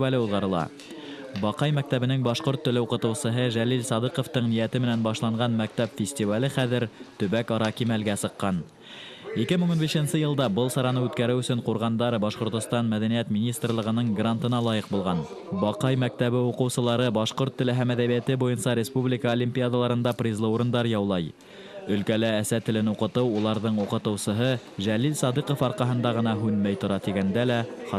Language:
Bashkir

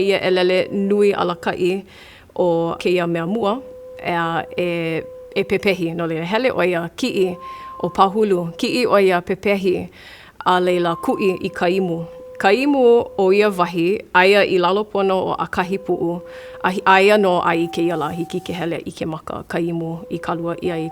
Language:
Hawaiian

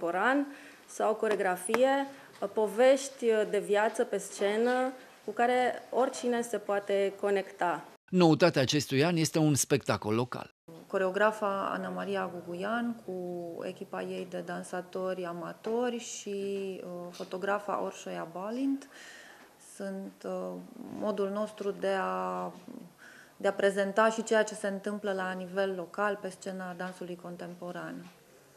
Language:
Romanian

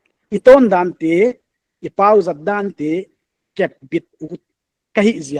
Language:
Paite Chin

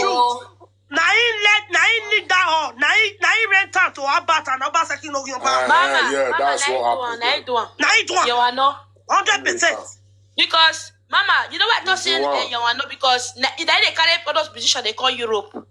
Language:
Nigerian Pidgin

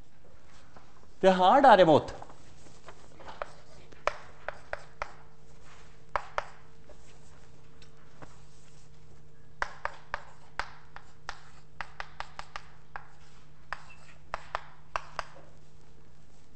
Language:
Norwegian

